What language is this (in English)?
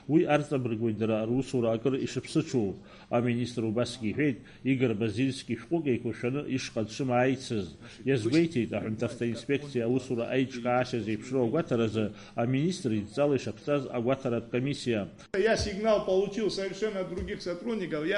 Abkhazian